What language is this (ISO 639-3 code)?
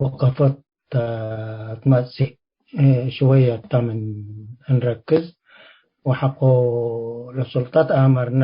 tig